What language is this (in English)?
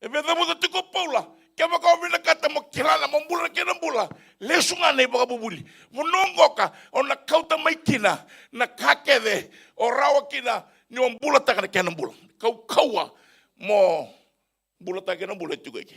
Fijian